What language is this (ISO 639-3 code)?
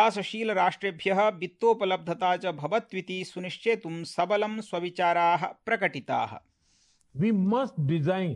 san